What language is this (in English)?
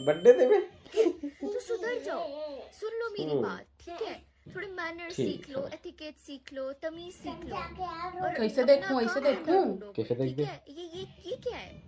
Chhattisgarhi